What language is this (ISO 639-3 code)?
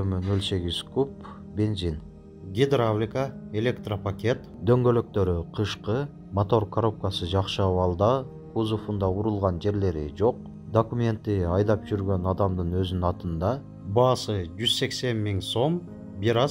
kir